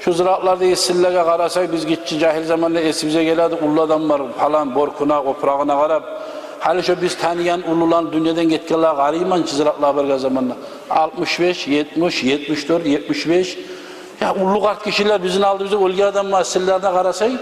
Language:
Kumyk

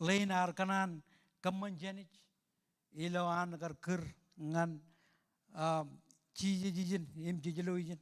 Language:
Marshallese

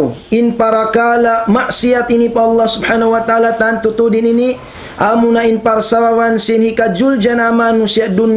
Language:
Tausug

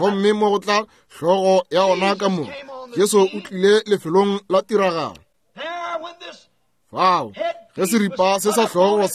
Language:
Northern Sotho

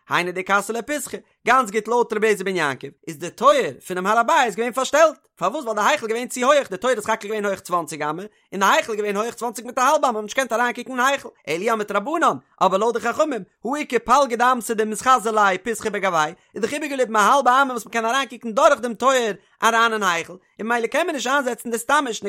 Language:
Yiddish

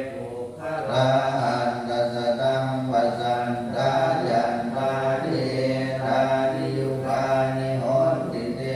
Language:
Pali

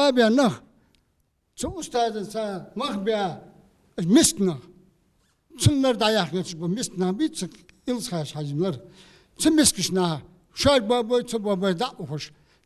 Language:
Ingush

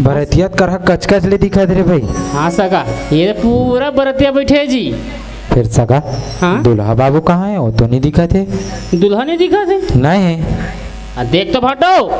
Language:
Chhattisgarhi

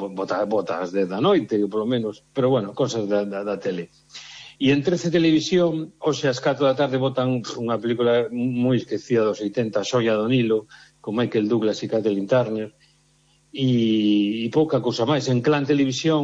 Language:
Galician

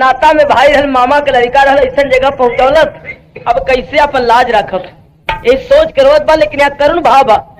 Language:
Bhojpuri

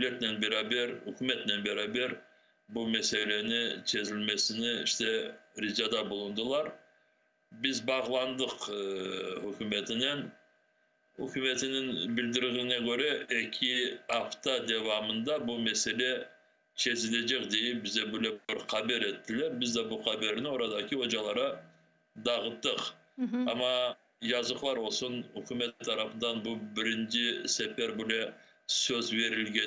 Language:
Crimean Tatar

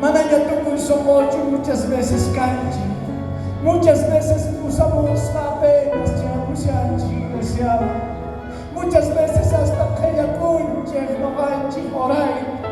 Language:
South Bolivian Quechua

